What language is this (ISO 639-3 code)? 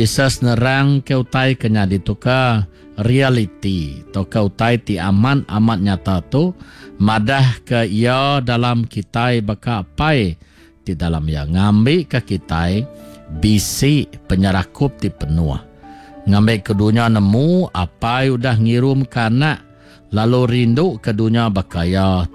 iba